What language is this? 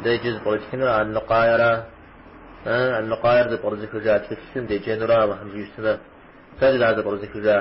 Kabardian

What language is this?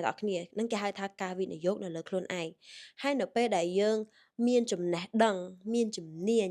Khmer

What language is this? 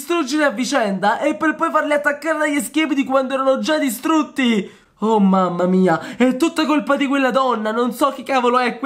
Italian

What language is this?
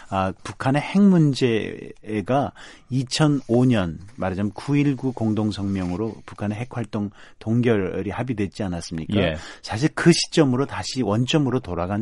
Korean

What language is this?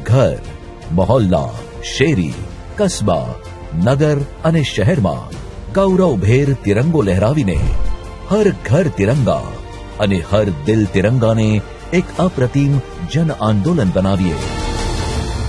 Gujarati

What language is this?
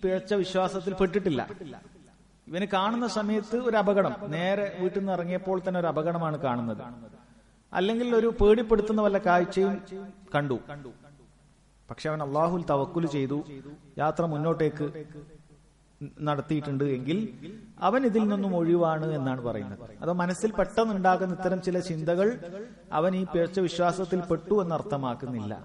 Malayalam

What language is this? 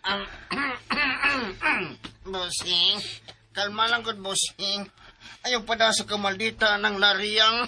Cebuano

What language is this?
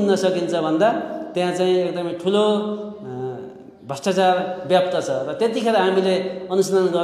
Nepali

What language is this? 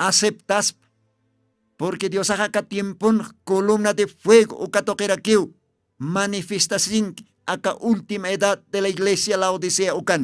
Aymara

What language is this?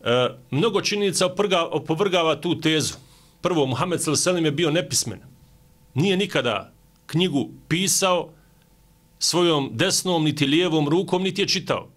Bosnian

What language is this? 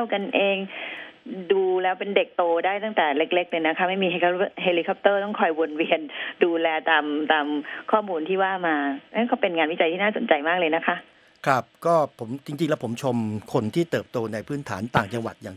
Thai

